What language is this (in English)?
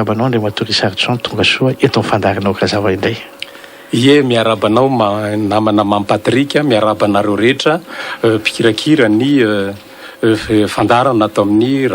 Malagasy